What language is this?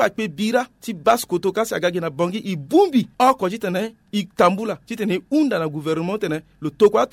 Sango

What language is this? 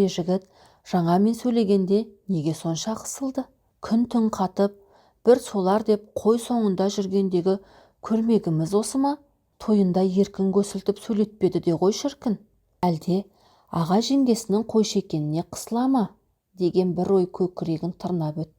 Kazakh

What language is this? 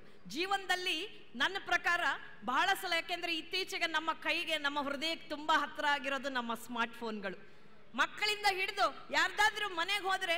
Kannada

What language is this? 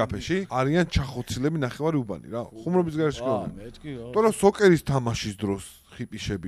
Georgian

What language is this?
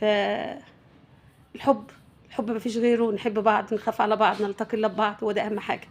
Egyptian Arabic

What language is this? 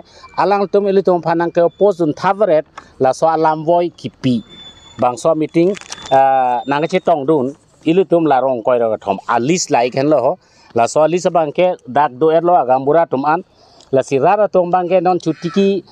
Karbi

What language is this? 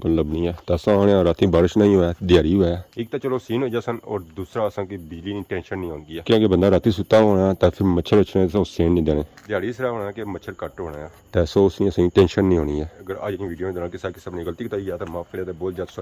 Pahari-Potwari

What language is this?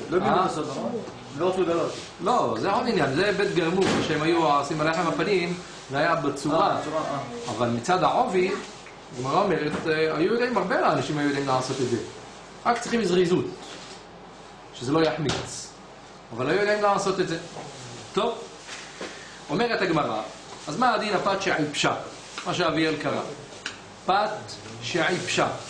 Hebrew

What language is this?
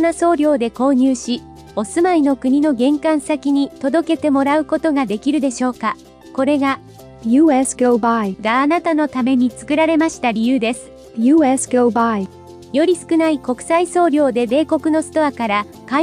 Japanese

